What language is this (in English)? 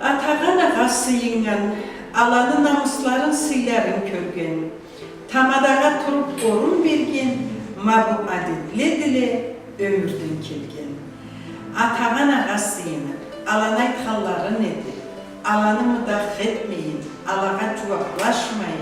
Karachay-Balkar